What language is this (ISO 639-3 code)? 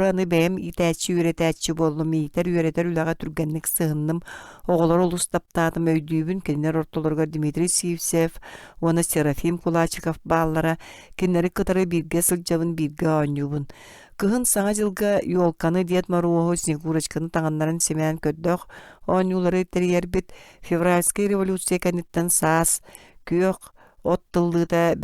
sah